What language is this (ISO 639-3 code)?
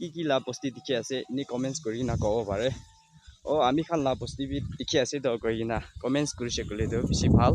nag